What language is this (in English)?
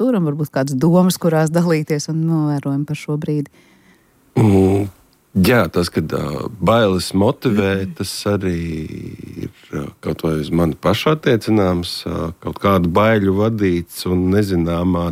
Latvian